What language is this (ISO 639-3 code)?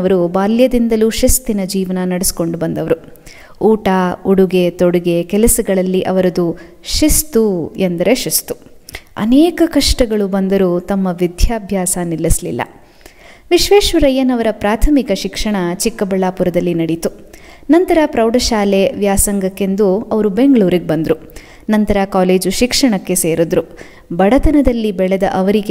kan